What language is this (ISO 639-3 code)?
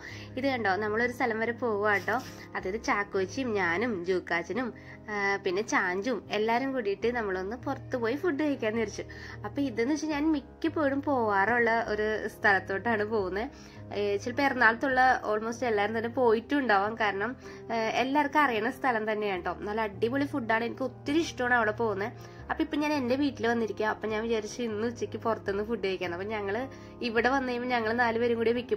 mal